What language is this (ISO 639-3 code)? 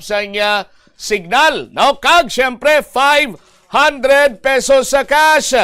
hil